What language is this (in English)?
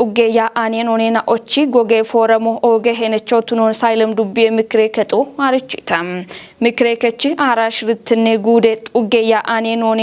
Kafa